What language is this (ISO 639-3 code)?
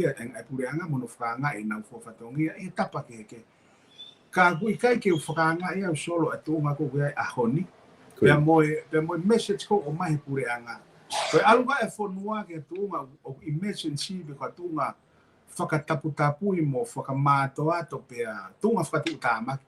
ton